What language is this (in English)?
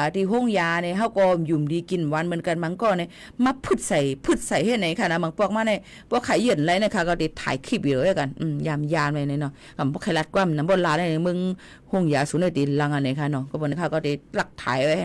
Shan